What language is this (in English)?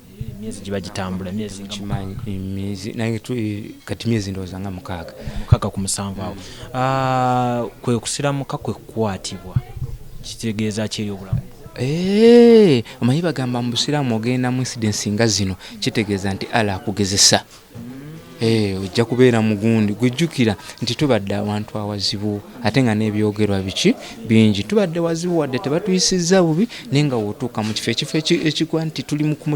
Ganda